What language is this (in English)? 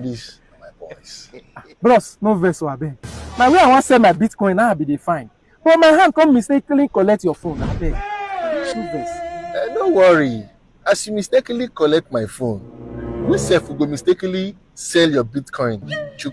Nigerian Pidgin